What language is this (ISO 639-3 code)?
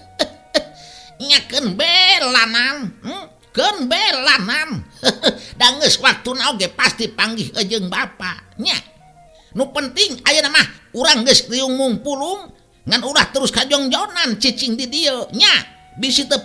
sun